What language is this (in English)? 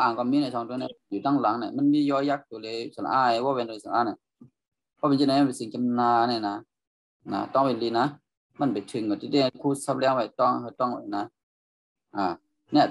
Shan